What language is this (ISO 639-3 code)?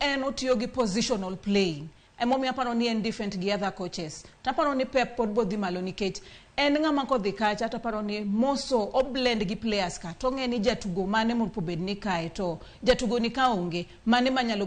luo